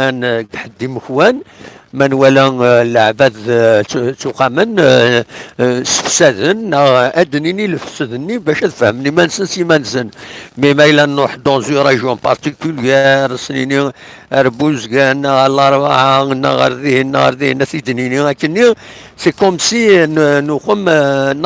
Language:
Kabyle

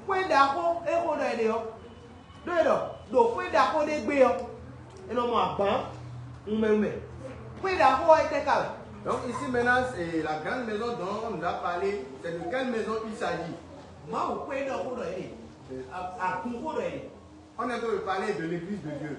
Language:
Fon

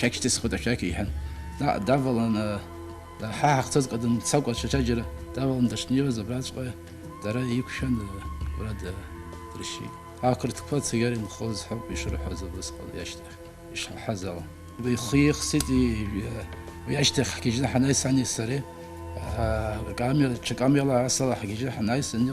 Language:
Abkhazian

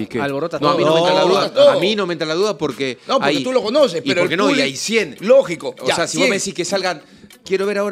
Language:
Spanish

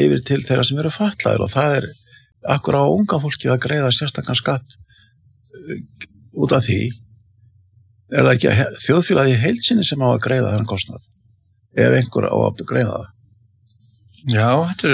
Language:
Icelandic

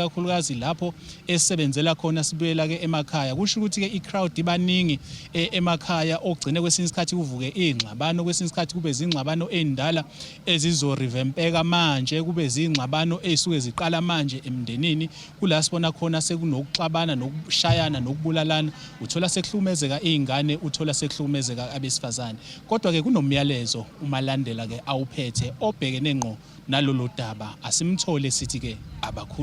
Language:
Zulu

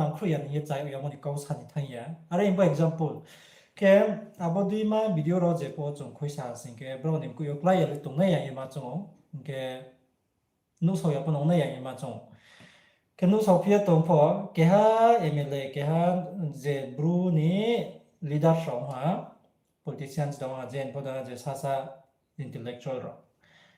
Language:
Riang (India)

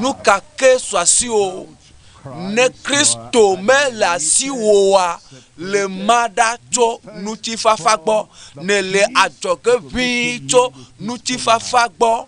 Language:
Ewe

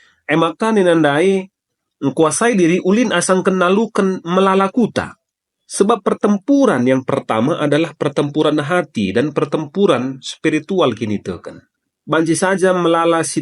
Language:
Batak Karo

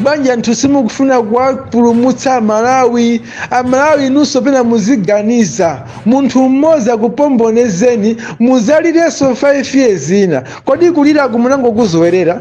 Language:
Nyanja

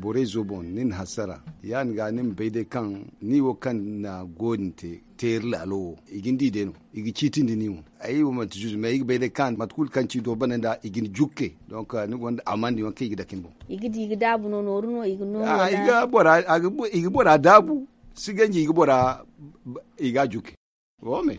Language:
Zarma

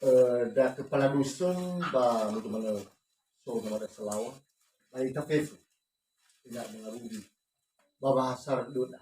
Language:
Nias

